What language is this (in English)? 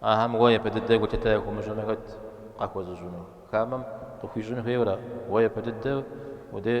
Kabardian